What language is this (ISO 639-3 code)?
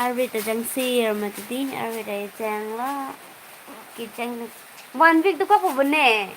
mjw